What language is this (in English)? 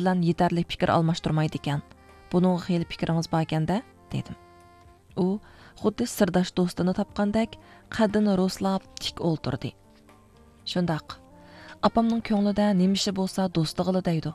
Uyghur